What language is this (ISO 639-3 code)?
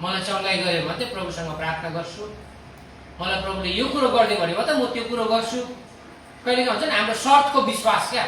nep